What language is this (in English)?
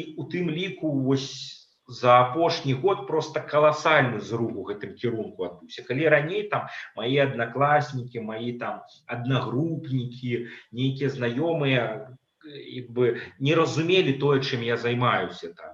Belarusian